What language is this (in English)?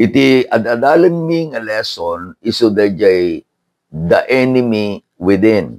Iloko